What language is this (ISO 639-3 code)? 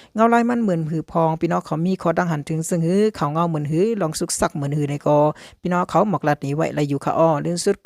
shn